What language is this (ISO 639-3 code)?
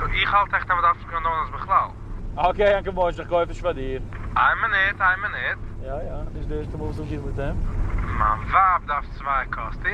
yid